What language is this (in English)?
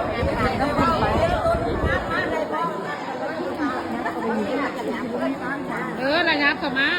Lao